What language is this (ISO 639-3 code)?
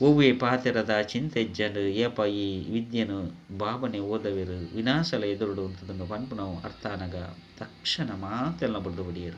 tcy